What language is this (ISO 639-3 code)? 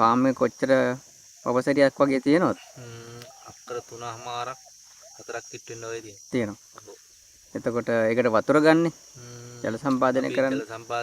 sin